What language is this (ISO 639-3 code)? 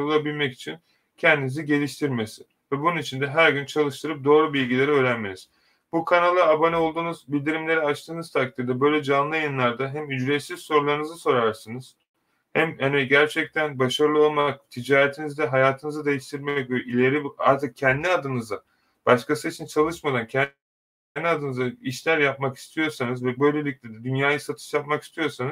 tur